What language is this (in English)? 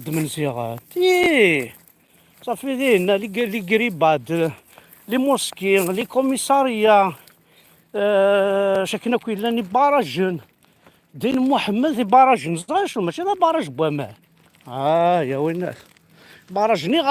Kabyle